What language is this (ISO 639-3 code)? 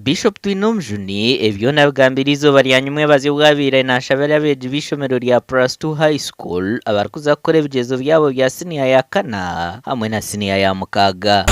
nyn